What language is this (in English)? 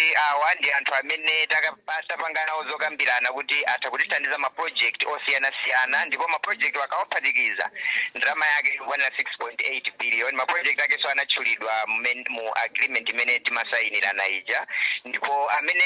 Nyanja